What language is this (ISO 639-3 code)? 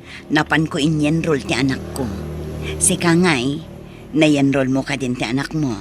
ilo